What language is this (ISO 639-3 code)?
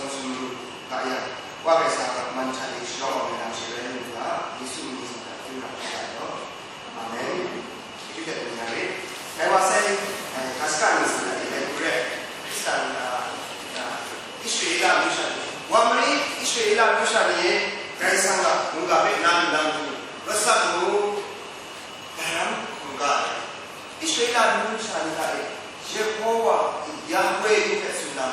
kac